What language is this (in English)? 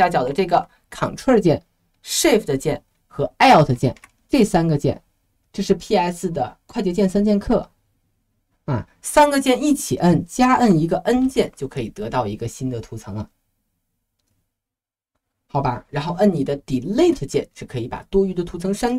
Chinese